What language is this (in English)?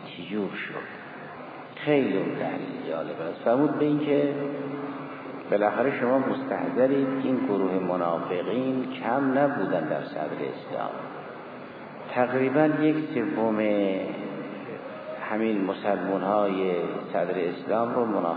Persian